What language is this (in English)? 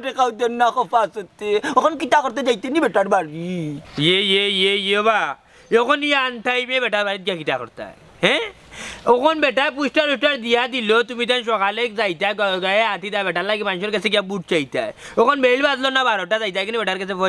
Sylheti